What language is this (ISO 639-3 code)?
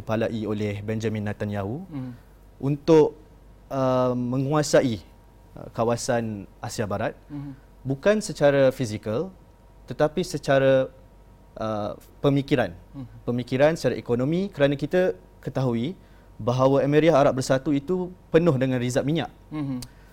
msa